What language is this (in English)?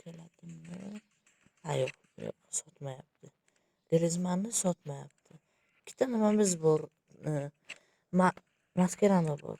Uzbek